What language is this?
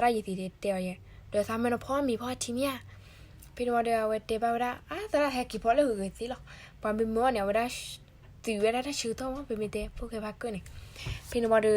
S'gaw Karen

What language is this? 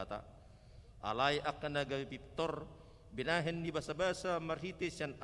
Batak Toba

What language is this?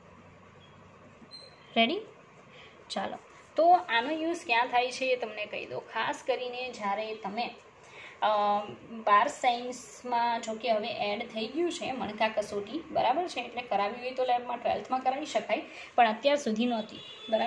Gujarati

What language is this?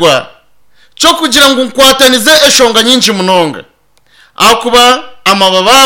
Nyankole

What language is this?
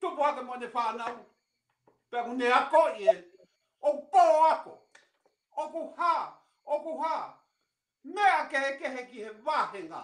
Tongan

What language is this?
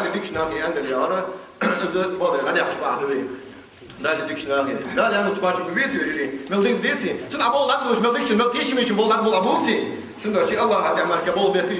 Ingush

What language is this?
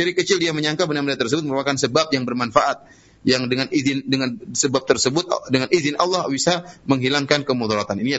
Indonesian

